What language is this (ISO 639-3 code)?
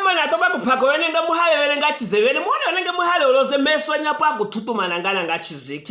lue